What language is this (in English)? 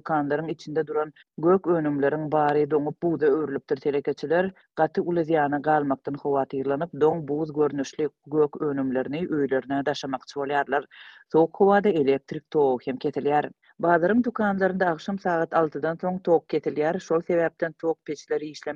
Turkmen